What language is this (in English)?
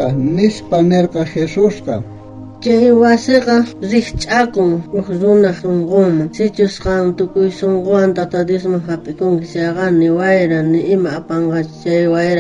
South Bolivian Quechua